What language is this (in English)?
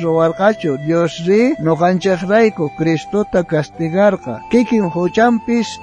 South Bolivian Quechua